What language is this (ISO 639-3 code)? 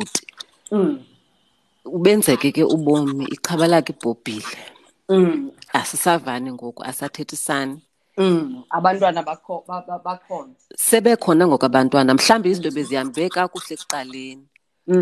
xho